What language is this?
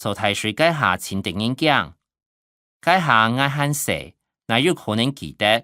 Hakka Chinese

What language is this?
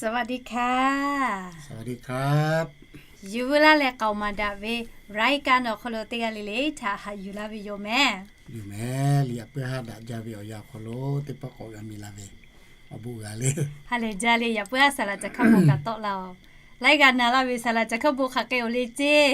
Lahu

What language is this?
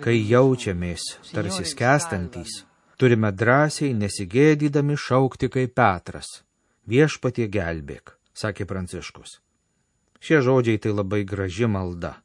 Lithuanian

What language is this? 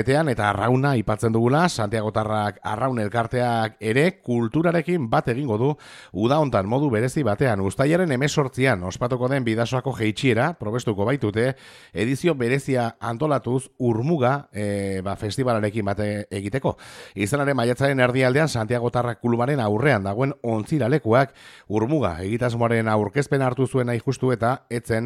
Basque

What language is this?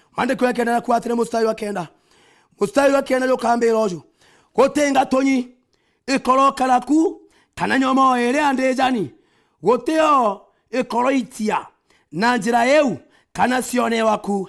Meru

